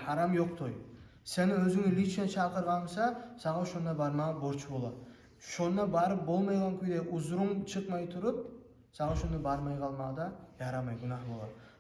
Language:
Kumyk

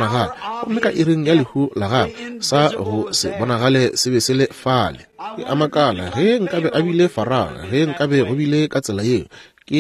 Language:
Northern Sotho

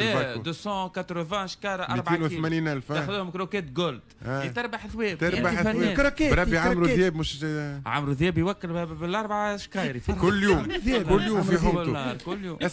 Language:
Tunisian Arabic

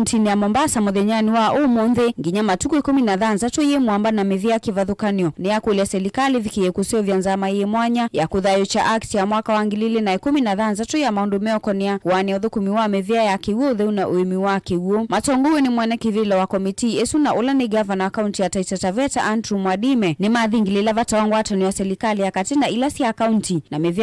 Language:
Kamba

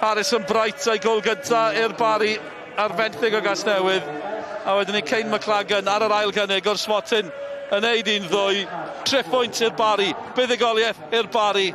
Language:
Welsh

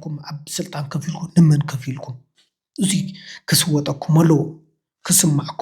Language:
Tigrinya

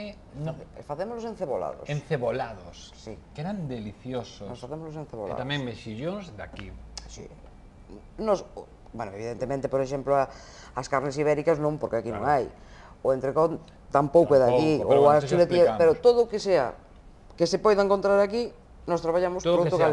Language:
Galician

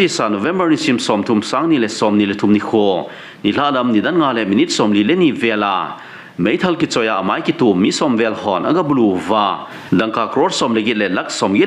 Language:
Thado Chin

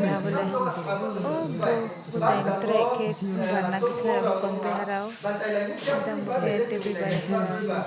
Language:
Riang (India)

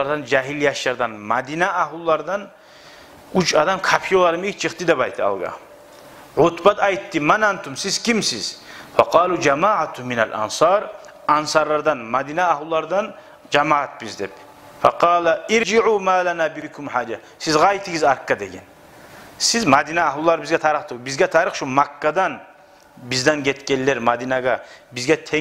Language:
Kumyk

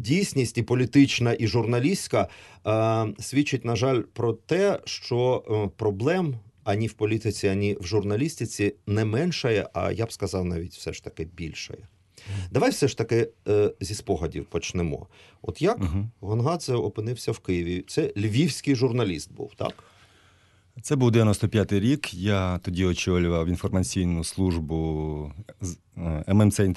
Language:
Ukrainian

